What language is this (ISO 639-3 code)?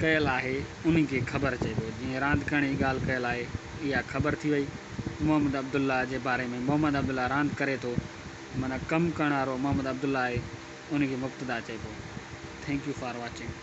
snd